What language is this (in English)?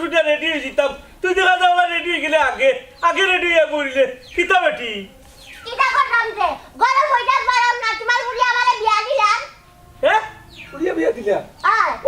Sylheti